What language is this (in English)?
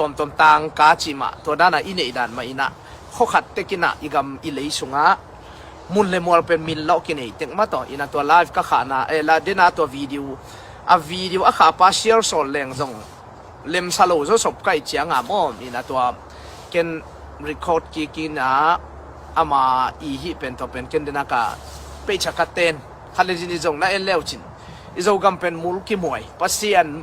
Tedim Chin